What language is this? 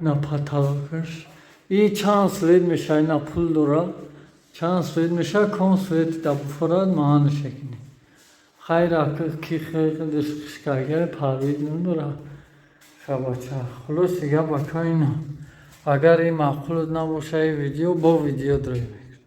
Tajik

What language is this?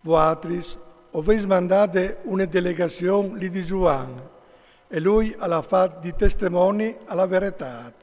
Friulian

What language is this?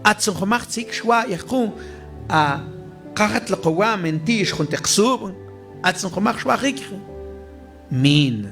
Mam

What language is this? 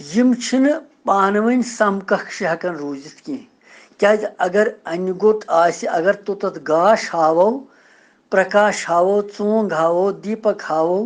Kashmiri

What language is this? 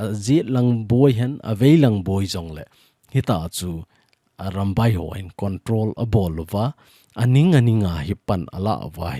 Thado Chin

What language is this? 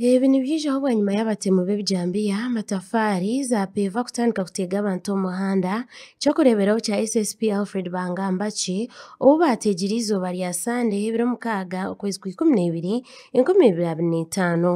Nyankole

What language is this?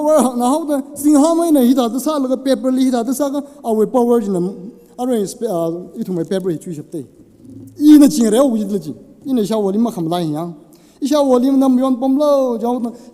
Tangkhul Naga (India)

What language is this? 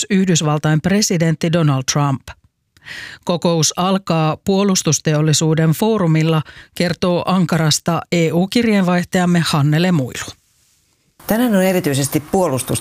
Finnish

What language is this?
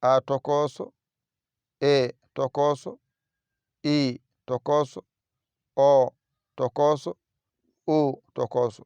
Fula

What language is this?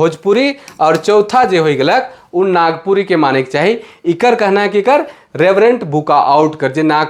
Sadri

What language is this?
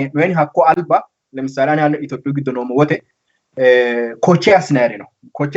Sidamo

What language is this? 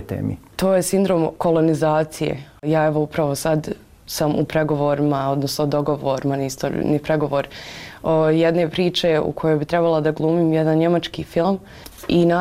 Bosnian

